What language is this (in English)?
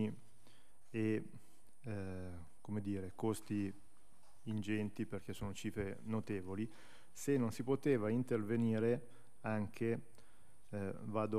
Italian